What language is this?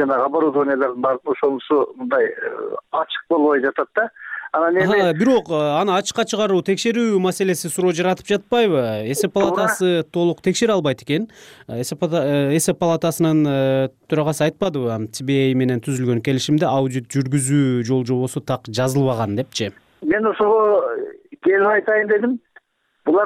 Kyrgyz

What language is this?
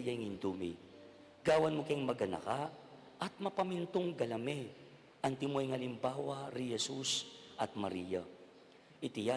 Pampanga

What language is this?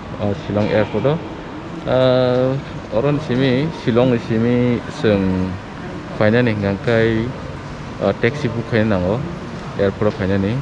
Kok Borok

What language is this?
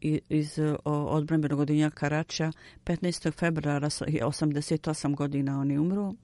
Bosnian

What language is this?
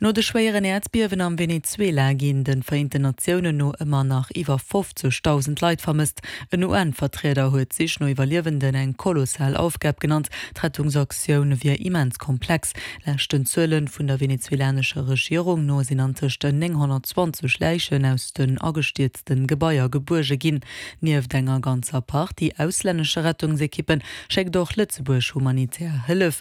Luxembourgish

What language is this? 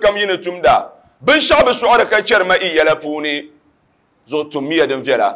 Dagbani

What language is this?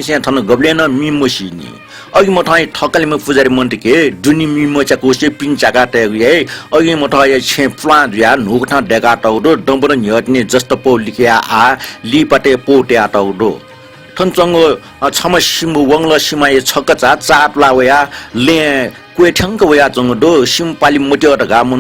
Newari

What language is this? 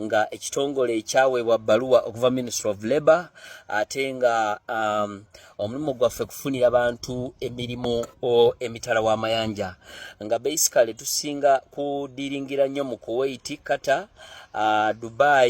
Ganda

